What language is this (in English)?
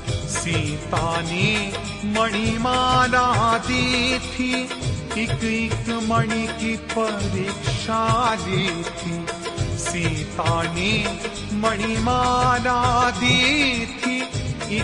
Hindi